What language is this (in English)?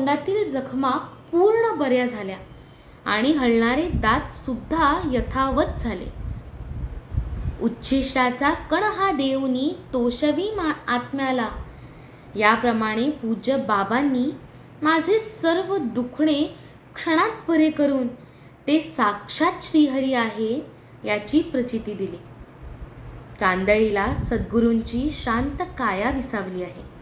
Marathi